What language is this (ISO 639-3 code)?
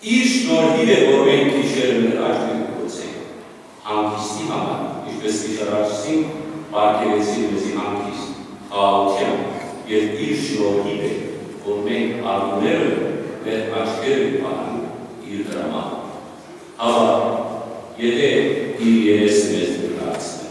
hyw